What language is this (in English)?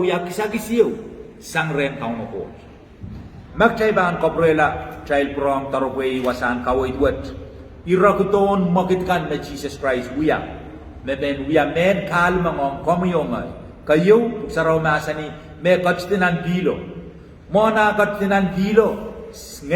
Pohnpeian